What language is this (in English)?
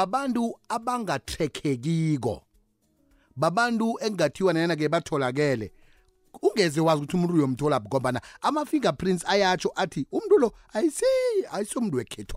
South Ndebele